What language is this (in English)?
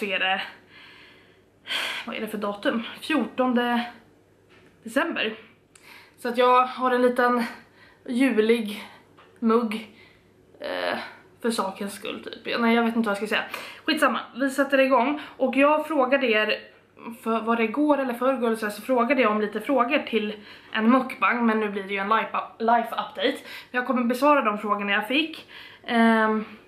Swedish